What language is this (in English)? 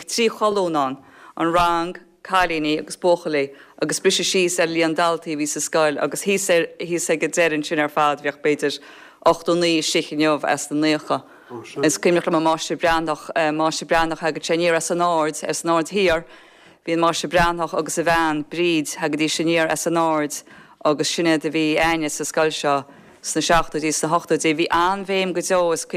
Irish